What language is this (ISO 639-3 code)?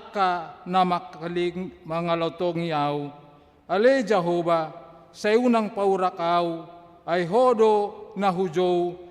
bbc